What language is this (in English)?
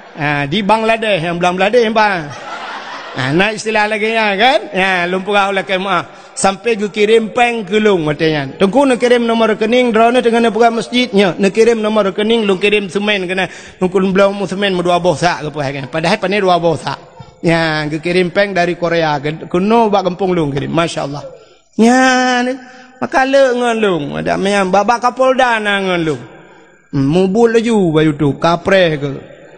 Achinese